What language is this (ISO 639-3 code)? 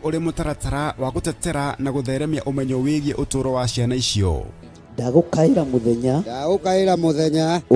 kik